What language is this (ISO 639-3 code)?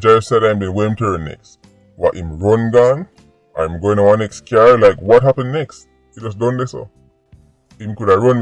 jam